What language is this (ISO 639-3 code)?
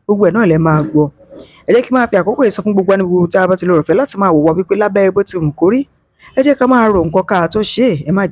yor